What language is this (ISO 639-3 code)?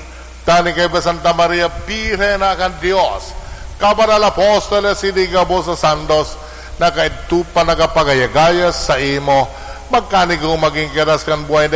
bik